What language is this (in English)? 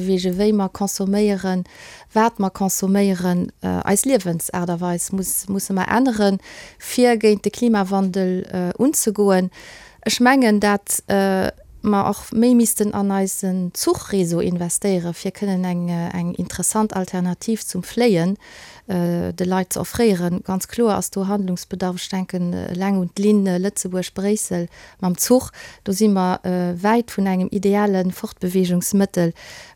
Luxembourgish